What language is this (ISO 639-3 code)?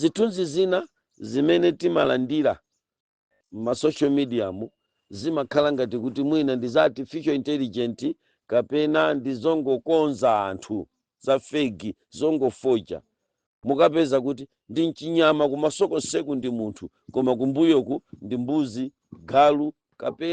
nya